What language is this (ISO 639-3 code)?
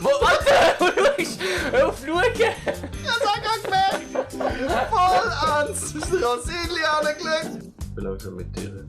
gsw